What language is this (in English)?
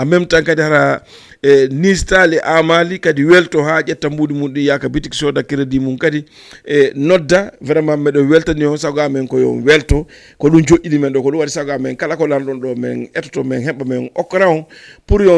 Fula